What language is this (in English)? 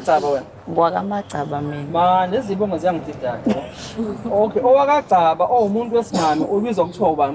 Zulu